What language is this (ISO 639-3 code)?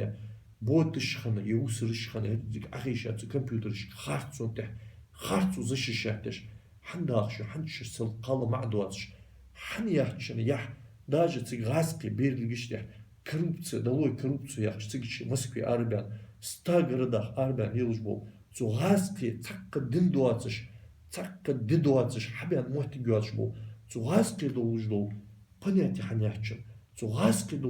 inh